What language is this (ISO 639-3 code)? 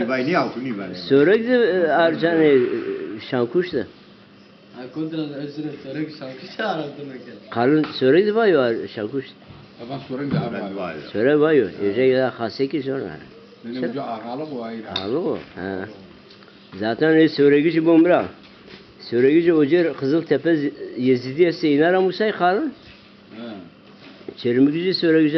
zza